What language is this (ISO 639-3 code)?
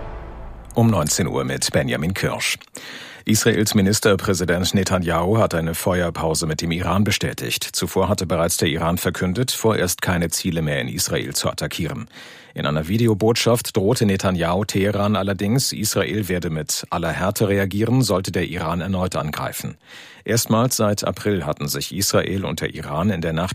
deu